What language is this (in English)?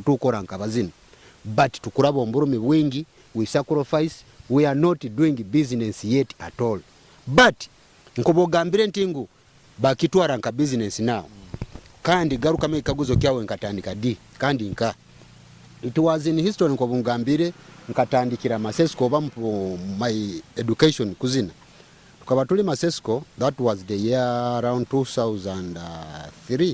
Nyoro